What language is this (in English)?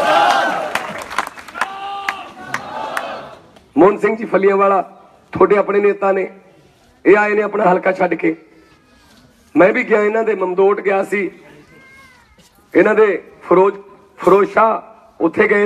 Punjabi